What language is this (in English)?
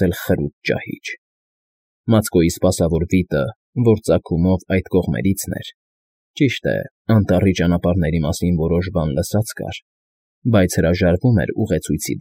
Armenian